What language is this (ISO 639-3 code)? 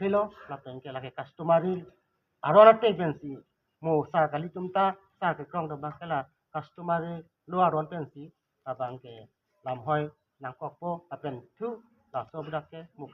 mjw